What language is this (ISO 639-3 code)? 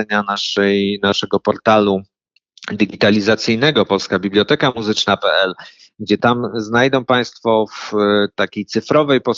pol